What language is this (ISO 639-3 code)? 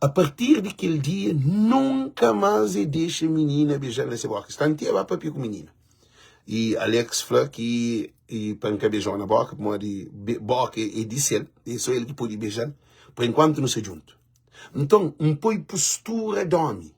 kea